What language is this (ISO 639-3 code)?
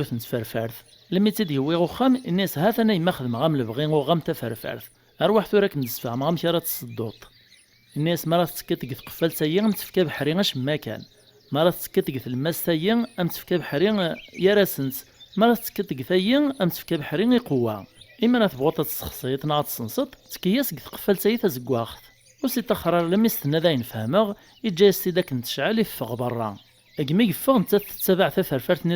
kab